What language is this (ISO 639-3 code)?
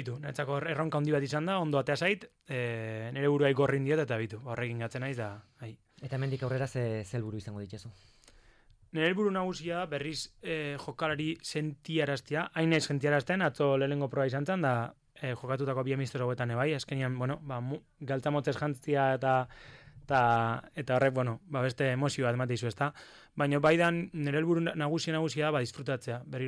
eus